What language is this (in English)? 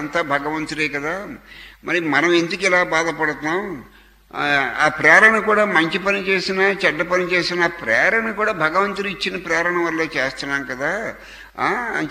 Telugu